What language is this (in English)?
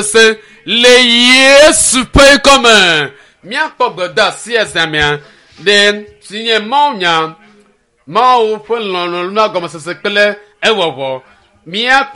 Ewe